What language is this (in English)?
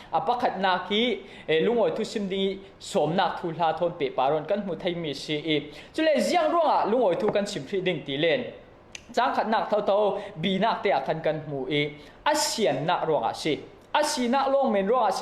Falam Chin